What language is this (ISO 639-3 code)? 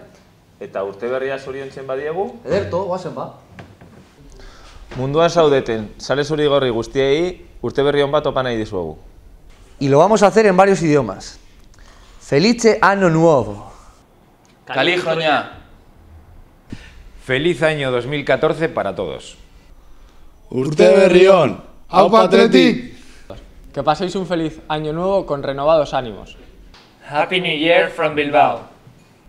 eus